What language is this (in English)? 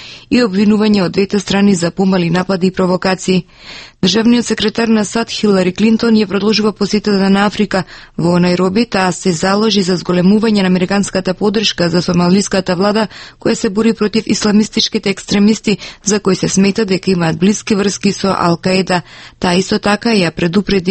Macedonian